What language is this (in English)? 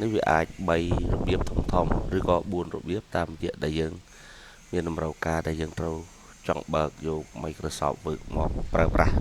Khmer